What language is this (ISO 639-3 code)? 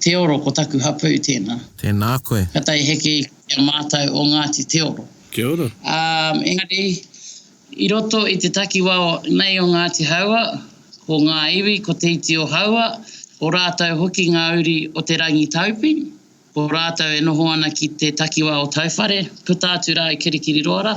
mri